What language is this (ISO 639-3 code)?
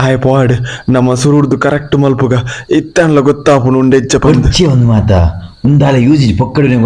tcy